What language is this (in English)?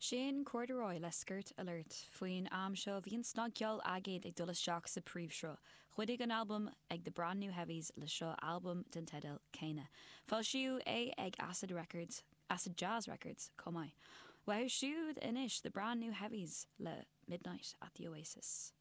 Irish